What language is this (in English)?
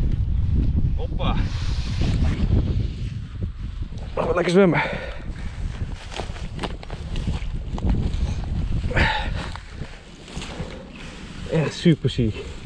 Dutch